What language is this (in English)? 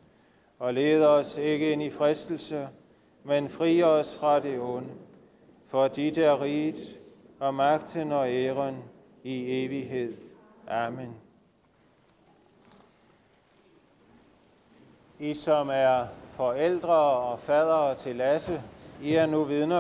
Danish